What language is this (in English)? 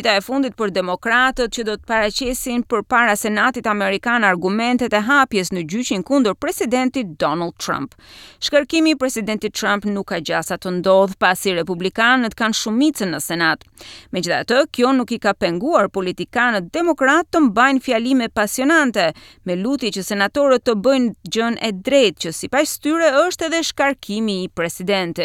Albanian